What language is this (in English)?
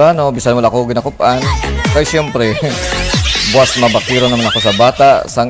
Hiligaynon